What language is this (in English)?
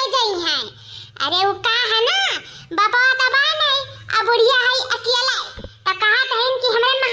Awadhi